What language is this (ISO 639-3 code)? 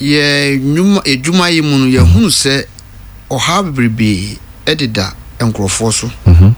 aka